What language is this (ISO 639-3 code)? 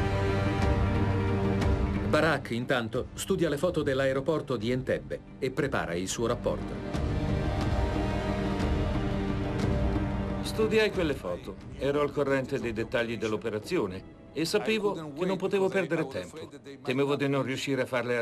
ita